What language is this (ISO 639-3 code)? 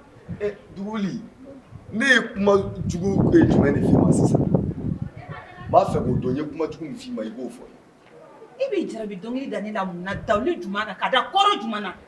bam